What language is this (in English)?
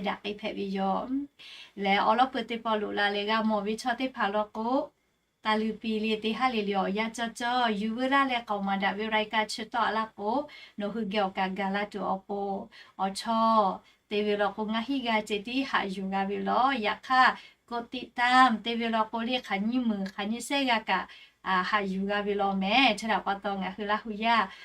Lahu